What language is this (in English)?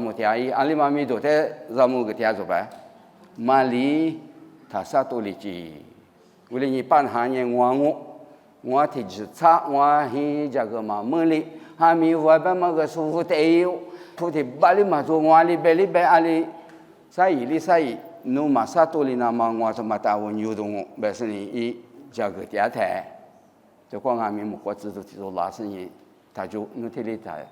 Lisu